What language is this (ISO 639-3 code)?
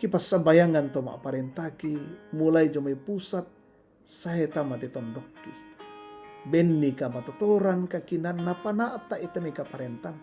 sda